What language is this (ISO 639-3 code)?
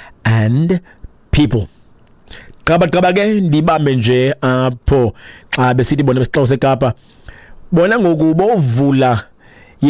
xho